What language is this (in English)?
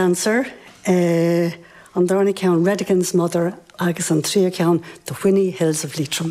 Irish